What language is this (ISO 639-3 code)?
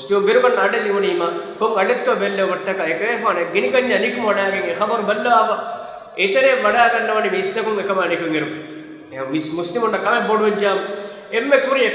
div